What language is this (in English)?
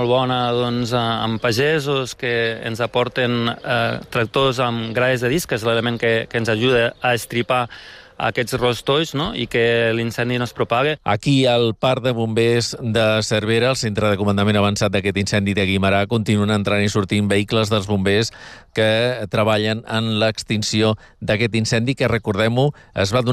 Catalan